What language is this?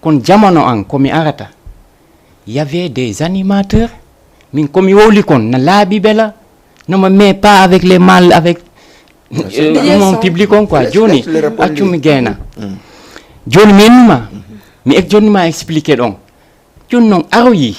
Fula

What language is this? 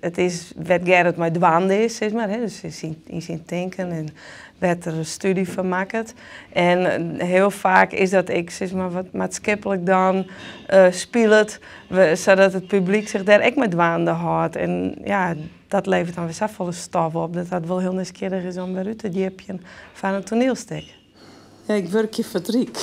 Western Frisian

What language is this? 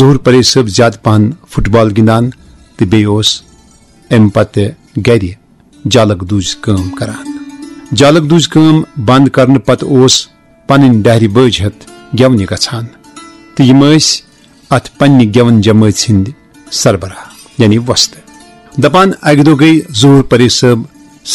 Kashmiri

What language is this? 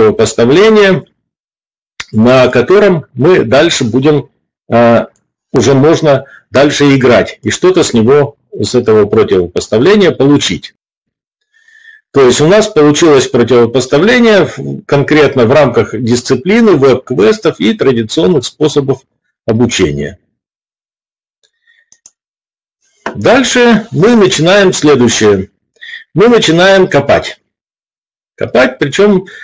Russian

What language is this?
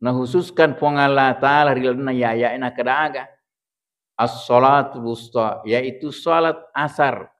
Buginese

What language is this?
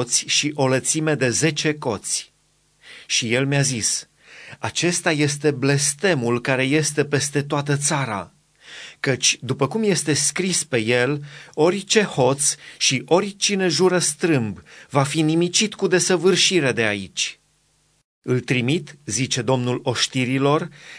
Romanian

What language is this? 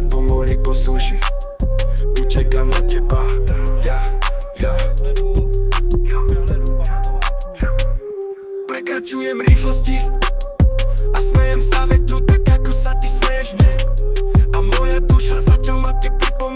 Slovak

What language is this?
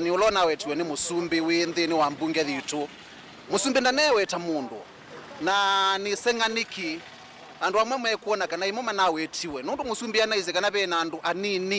Kamba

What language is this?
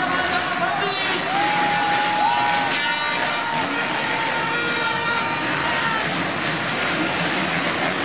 Danish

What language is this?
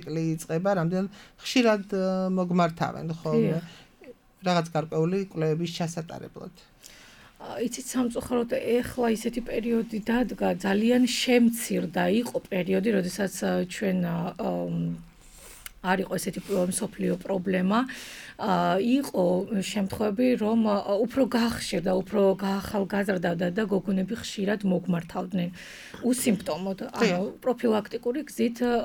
Georgian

